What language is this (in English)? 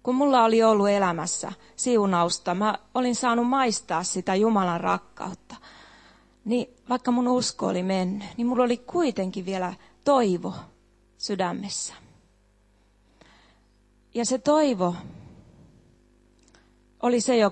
Finnish